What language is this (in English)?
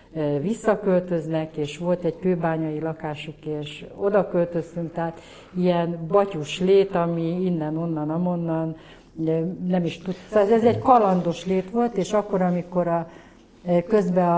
Hungarian